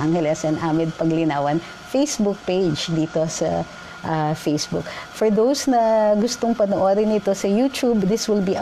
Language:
Filipino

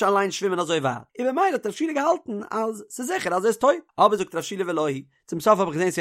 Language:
Yiddish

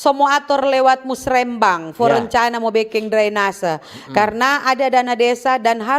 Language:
Manado Malay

